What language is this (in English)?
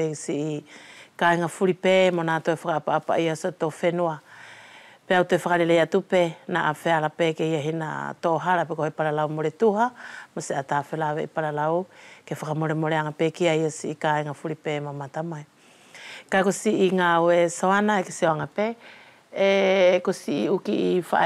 Wallisian